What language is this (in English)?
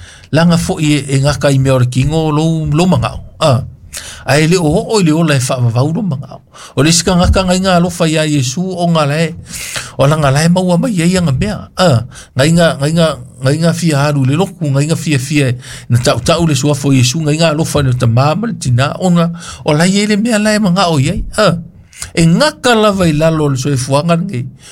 Samoan